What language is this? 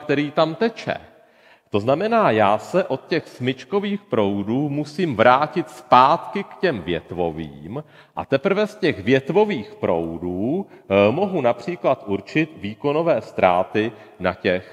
Czech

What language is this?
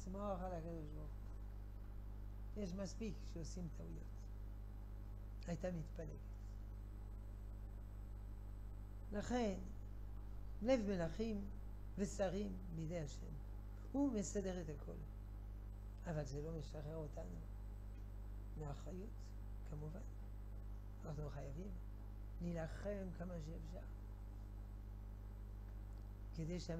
Hebrew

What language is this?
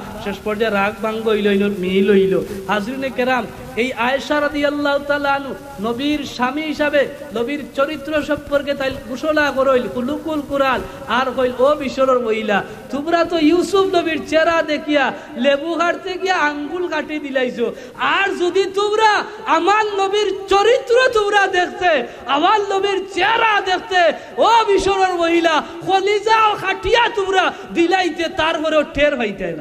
Sylheti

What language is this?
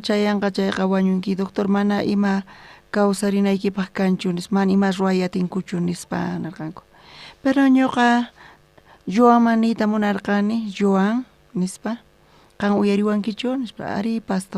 South Bolivian Quechua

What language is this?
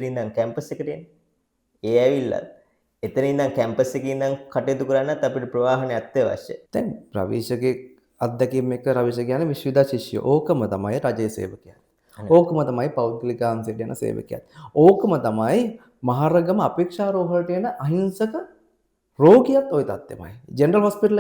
Sinhala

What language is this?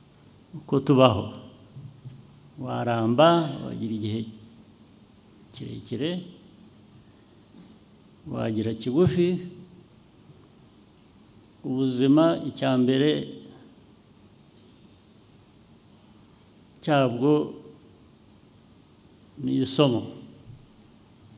Kinyarwanda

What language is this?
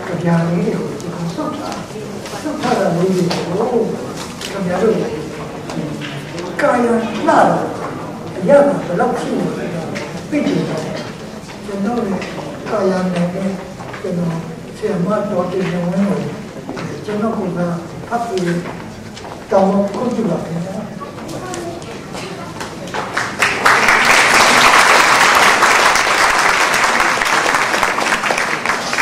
Burmese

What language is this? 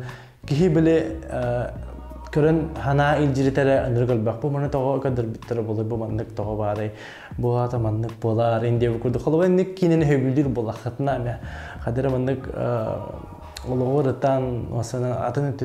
Yakut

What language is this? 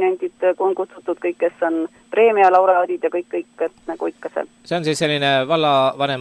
Estonian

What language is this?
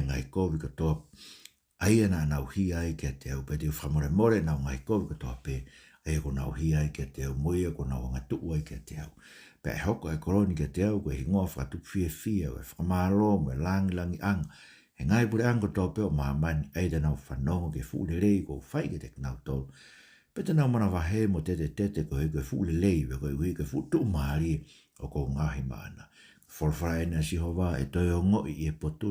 Tongan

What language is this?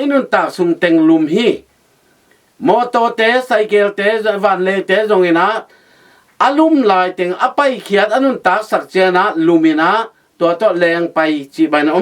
Tedim Chin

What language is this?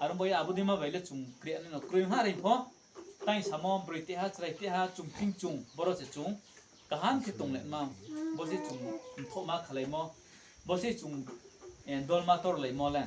Riang (India)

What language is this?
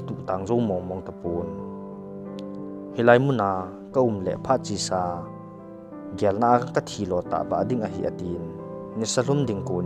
Thado Chin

